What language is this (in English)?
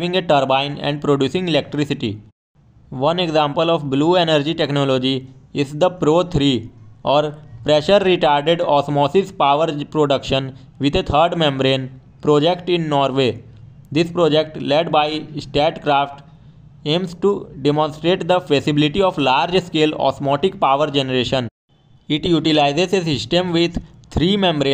English